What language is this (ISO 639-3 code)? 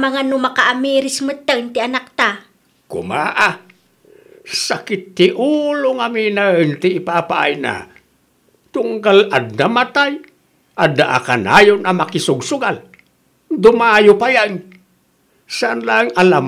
ilo